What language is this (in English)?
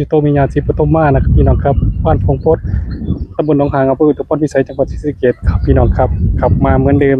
Northeastern Thai